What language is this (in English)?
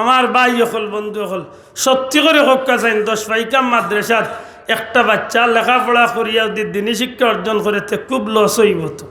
Sylheti